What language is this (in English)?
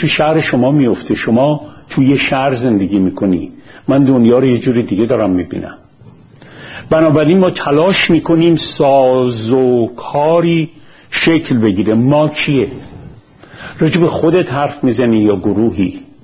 Persian